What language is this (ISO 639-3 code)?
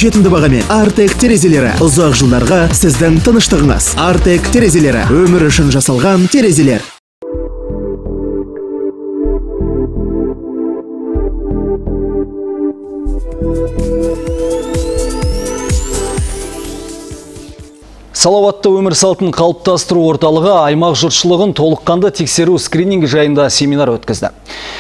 kaz